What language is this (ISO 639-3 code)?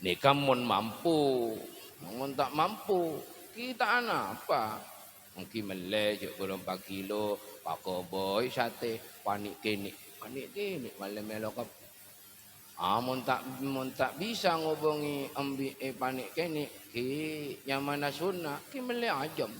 mad